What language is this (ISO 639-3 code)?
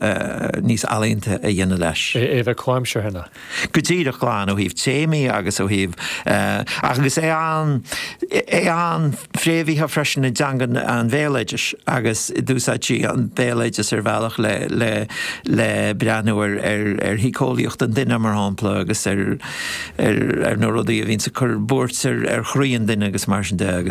gle